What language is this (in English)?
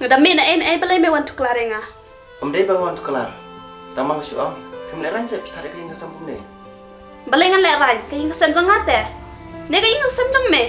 Khasi